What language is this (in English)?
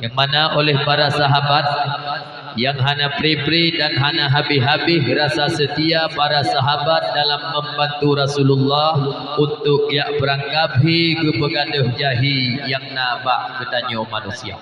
Achinese